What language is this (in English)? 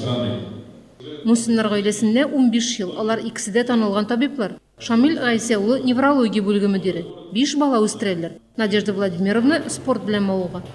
Tatar